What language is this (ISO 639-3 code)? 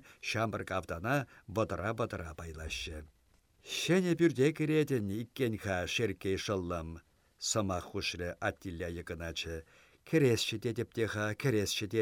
chv